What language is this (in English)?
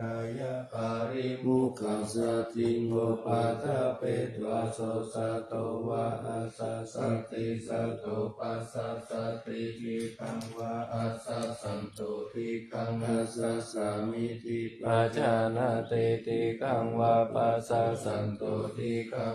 Pali